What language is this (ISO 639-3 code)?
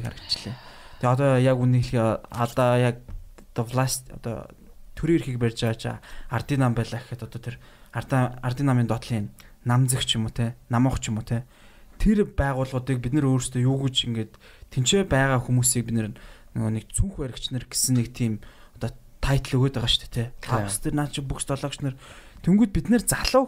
mon